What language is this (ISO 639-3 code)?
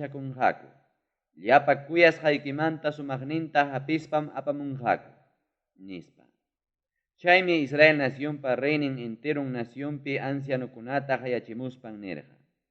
quy